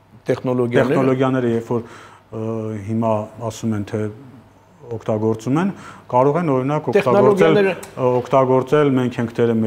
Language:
Armenian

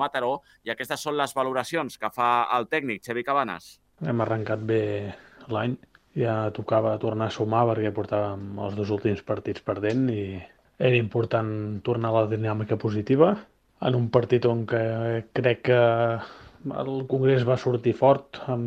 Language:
Catalan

